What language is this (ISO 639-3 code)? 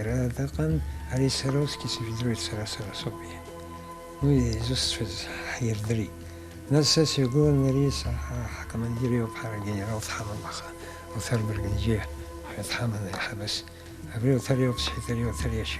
abk